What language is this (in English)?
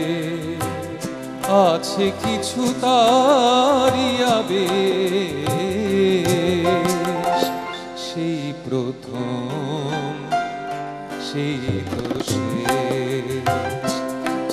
Bangla